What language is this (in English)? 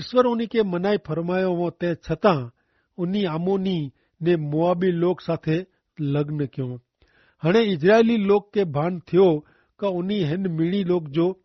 Kachhi